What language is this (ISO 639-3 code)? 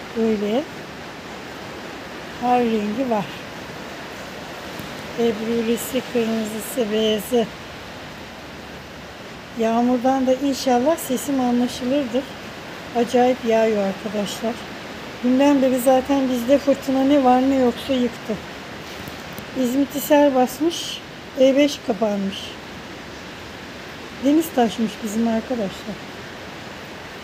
tur